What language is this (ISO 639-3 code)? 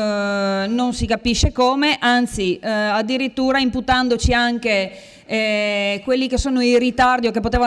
ita